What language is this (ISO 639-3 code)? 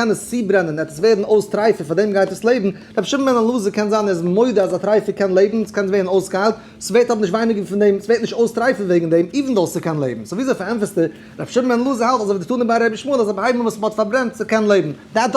yid